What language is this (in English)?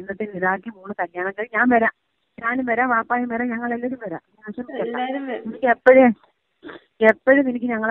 Malayalam